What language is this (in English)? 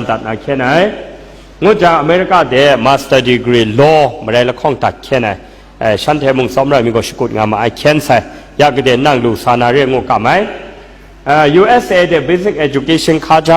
Kachin